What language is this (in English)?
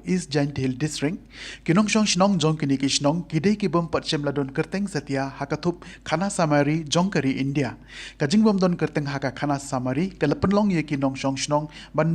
Khasi